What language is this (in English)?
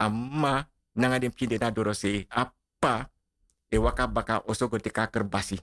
Sranan Tongo